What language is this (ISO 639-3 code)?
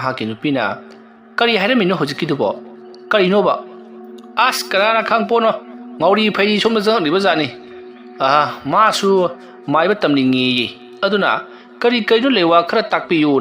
mni